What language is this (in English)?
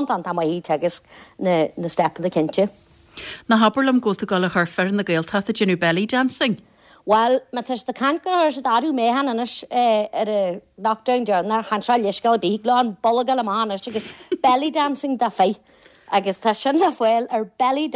Irish